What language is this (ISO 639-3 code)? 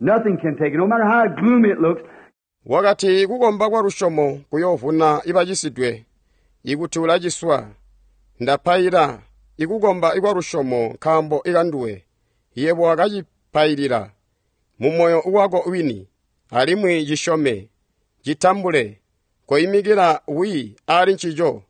toi